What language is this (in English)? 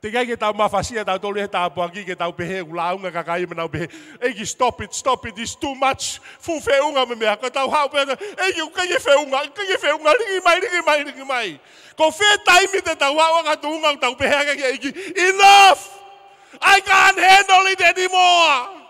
Tongan